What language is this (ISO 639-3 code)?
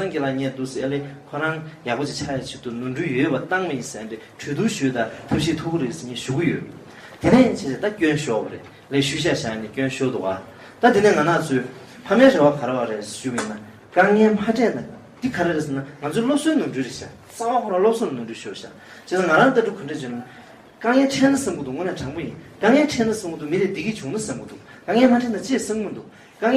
bod